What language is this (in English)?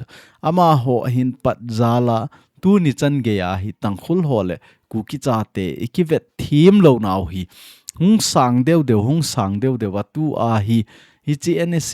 Thado Chin